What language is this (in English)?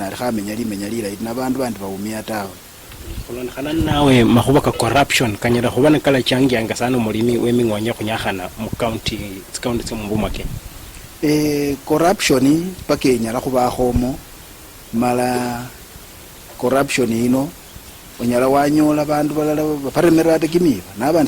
Luyia